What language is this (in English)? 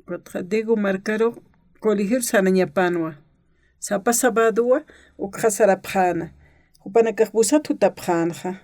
Aymara